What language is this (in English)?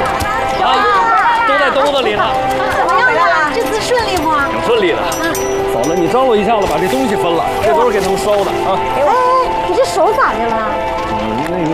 Chinese